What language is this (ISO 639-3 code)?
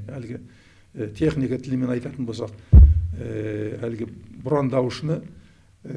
kaz